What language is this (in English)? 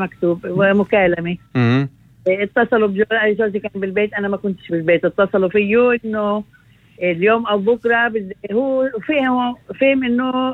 North Levantine Arabic